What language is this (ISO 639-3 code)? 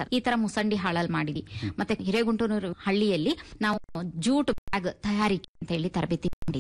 kan